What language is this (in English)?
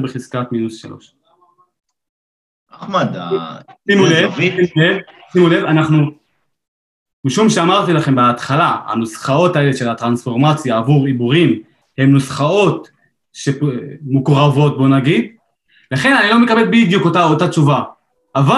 Hebrew